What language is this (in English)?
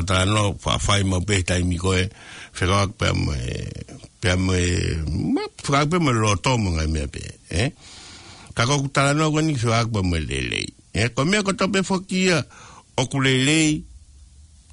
Tongan